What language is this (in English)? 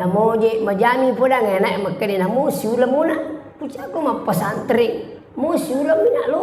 Buginese